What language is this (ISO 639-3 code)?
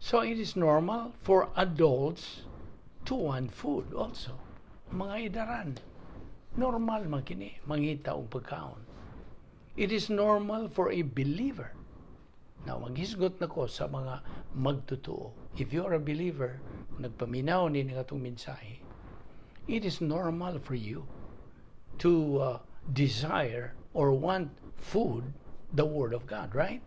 ceb